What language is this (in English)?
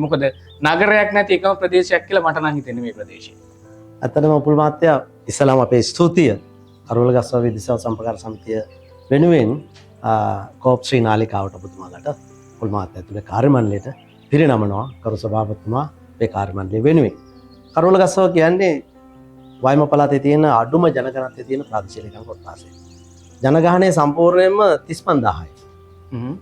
Sinhala